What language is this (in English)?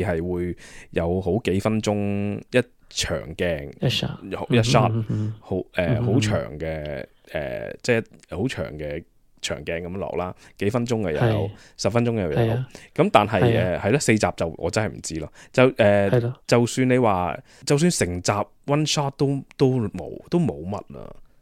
Cantonese